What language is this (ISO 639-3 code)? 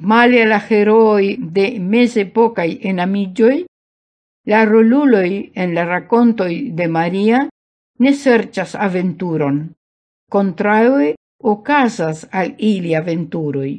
epo